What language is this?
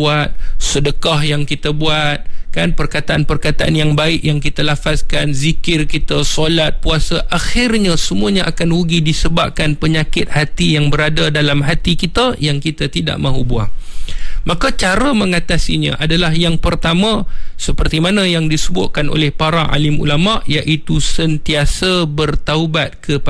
Malay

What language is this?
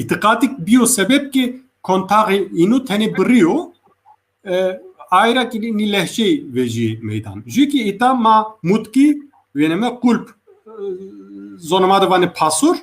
Zaza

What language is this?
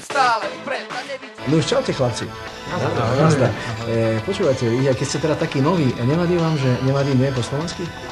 Slovak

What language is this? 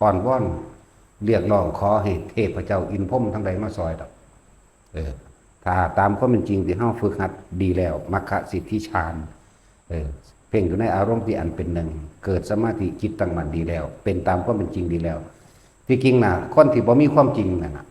Lao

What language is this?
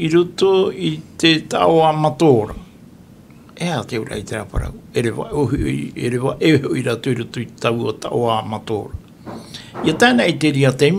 Tahitian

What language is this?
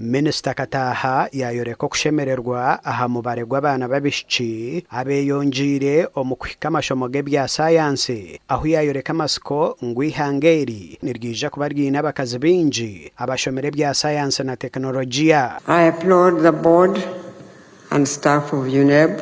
Nyankole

